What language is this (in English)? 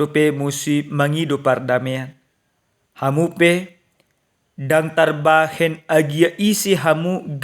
Batak Toba